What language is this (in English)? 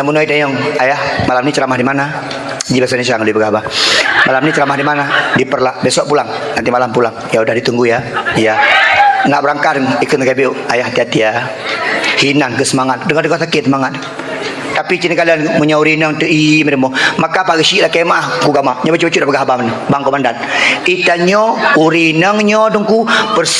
Achinese